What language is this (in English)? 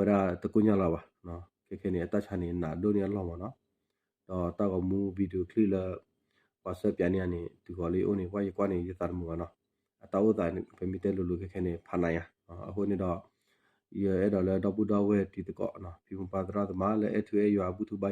S'gaw Karen